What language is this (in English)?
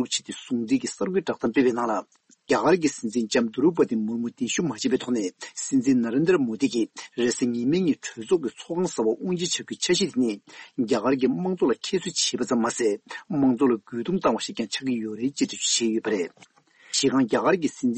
Tibetan